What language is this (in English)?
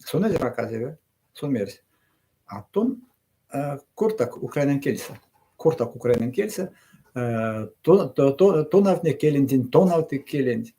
Erzya